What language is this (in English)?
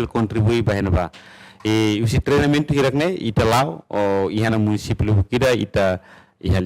Tetum